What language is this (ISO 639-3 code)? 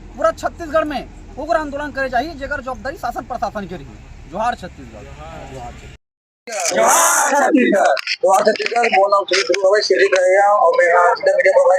hne